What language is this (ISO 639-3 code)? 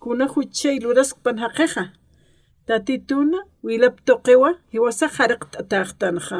aym